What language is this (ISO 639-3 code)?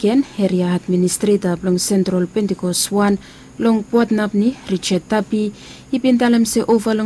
bis